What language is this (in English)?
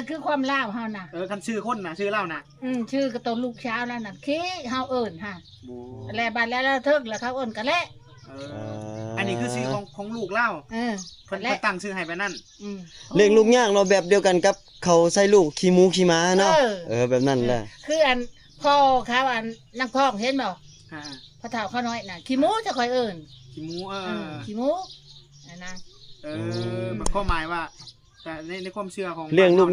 Lao